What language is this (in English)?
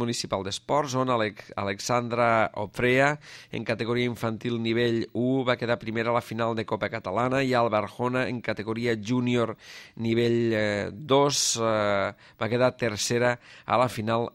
Catalan